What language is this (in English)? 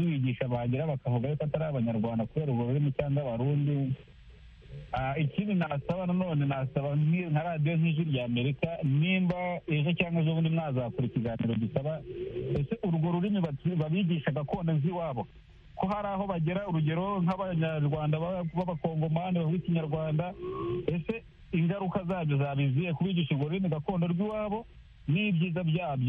Kinyarwanda